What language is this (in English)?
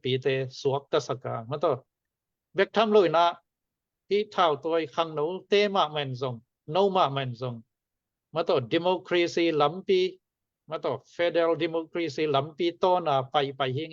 Tedim Chin